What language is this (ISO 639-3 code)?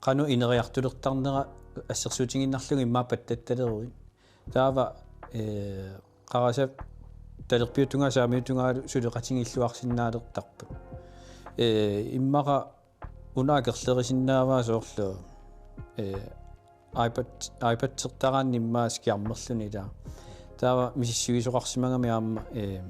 kal